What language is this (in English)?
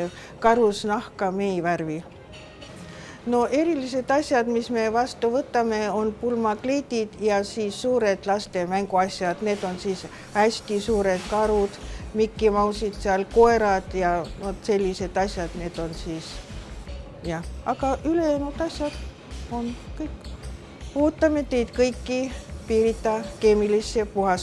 Estonian